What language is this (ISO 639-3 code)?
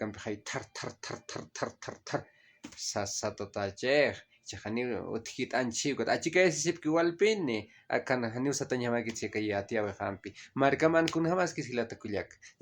aym